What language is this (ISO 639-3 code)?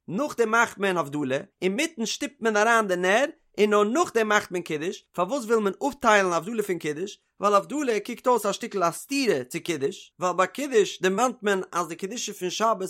yid